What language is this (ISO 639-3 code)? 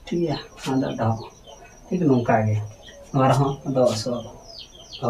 sat